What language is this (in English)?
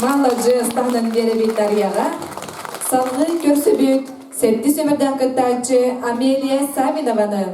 Yakut